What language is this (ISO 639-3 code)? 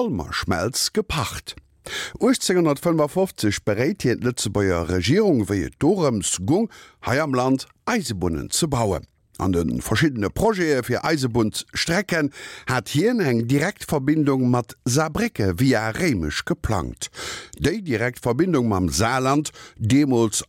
ltz